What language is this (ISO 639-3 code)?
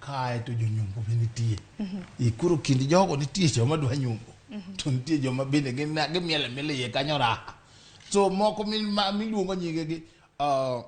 luo